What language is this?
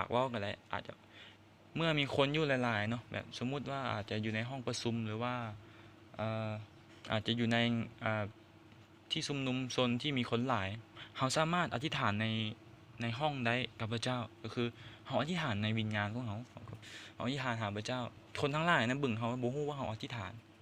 Lao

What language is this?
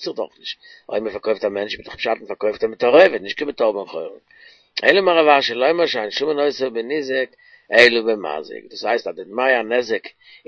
Yiddish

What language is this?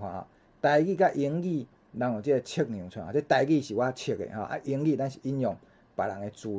Min Nan Chinese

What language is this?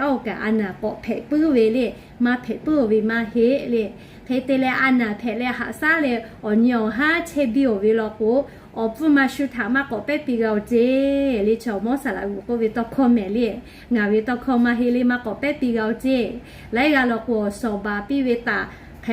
Lahu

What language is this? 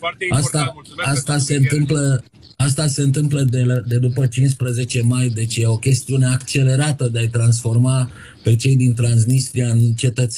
Romanian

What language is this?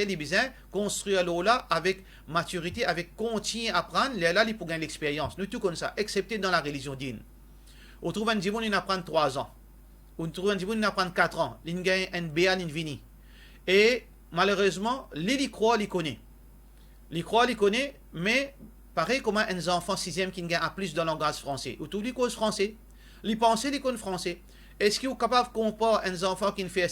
Morisyen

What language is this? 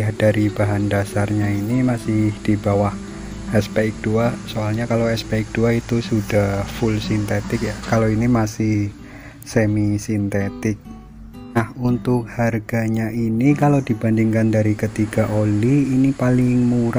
Indonesian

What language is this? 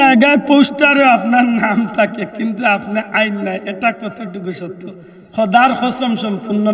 Sylheti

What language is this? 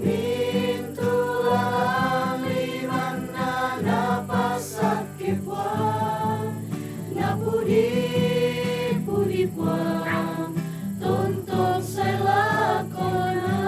Toraja-Sa'dan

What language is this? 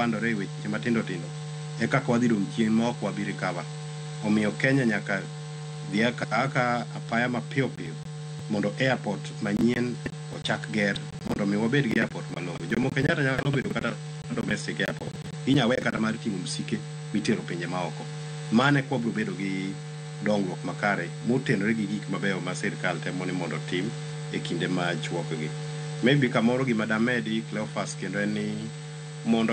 Luo (Kenya and Tanzania)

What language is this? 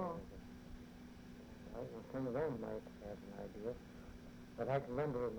English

